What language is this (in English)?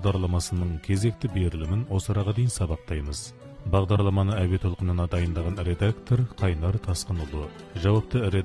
Kazakh